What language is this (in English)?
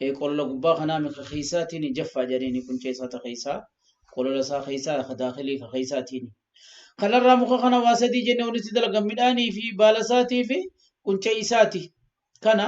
Oromo